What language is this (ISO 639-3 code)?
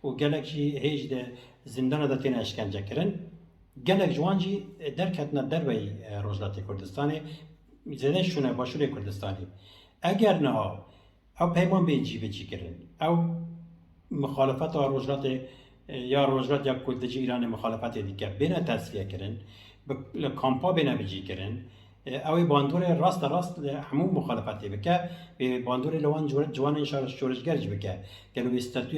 kur